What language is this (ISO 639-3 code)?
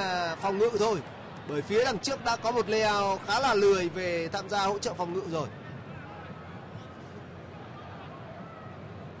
vie